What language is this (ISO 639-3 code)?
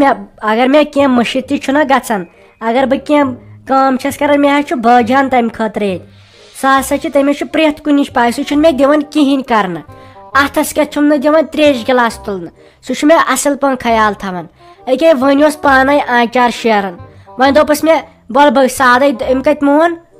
kas